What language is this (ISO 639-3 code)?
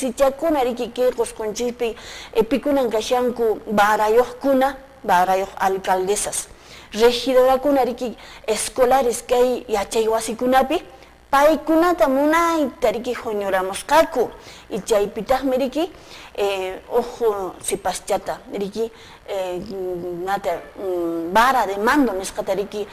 que